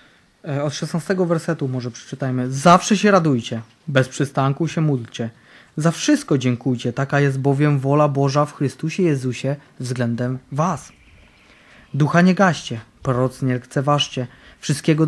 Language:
Polish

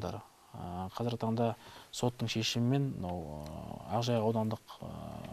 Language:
Kazakh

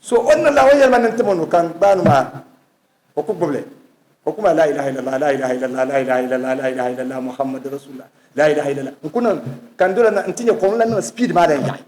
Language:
Dagbani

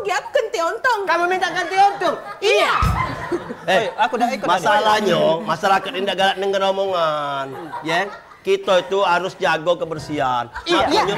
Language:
Musi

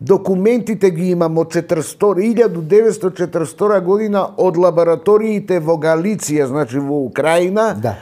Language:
Macedonian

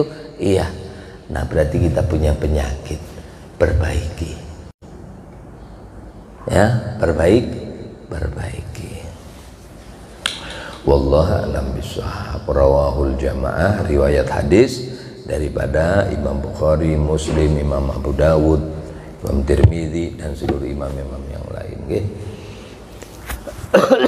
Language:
Indonesian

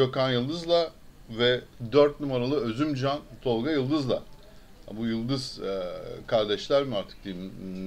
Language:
Turkish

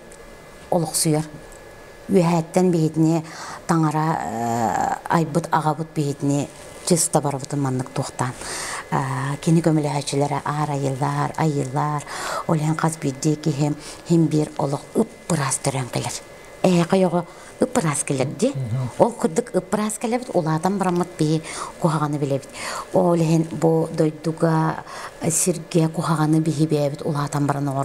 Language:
Yakut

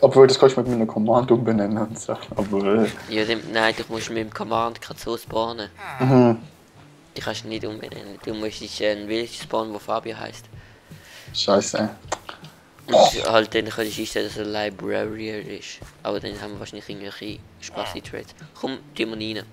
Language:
Swiss German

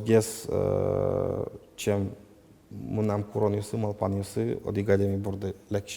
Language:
Udmurt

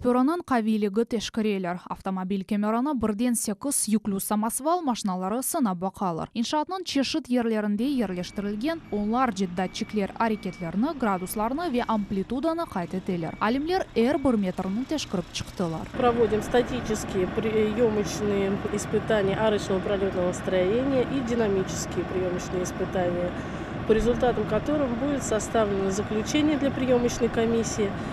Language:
Crimean Tatar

